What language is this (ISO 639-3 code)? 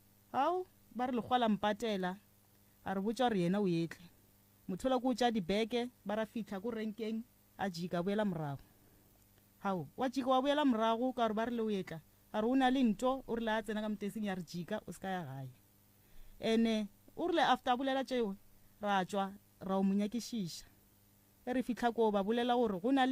nso